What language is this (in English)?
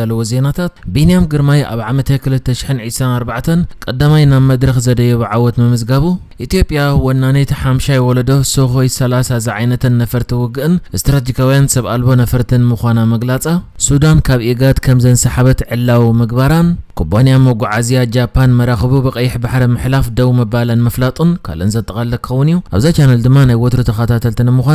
Tigrinya